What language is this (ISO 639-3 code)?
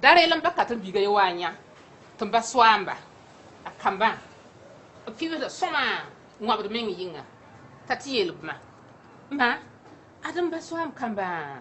mos